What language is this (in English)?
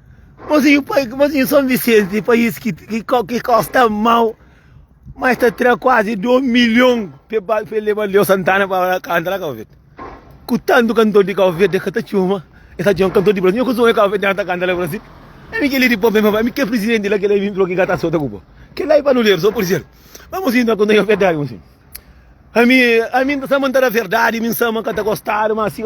Kabuverdianu